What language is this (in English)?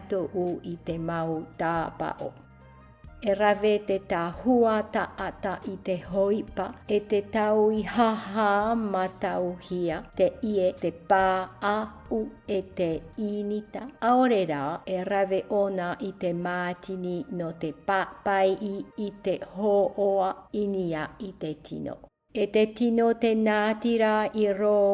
Tahitian